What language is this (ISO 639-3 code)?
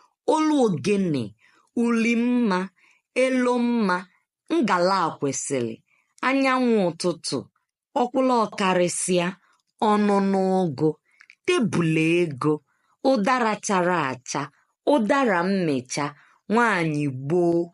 ibo